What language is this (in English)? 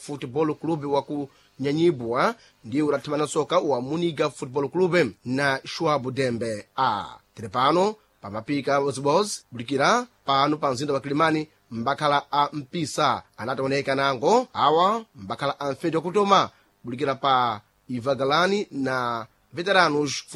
Sena